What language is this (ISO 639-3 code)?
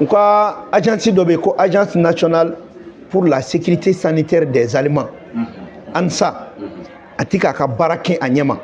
bam